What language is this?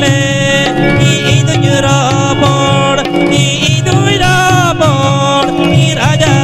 Santali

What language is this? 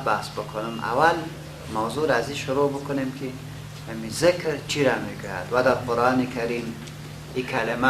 Persian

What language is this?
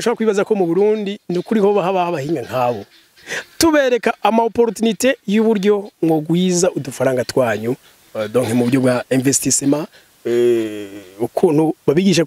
Rundi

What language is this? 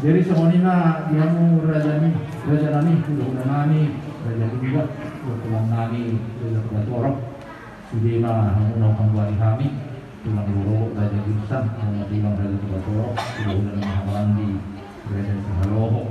Batak Toba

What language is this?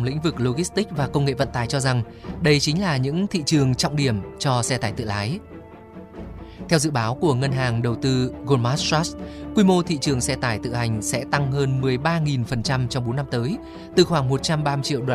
Vietnamese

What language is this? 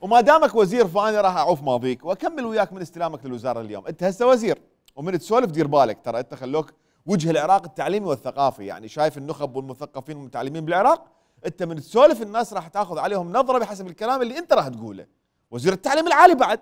Mesopotamian Arabic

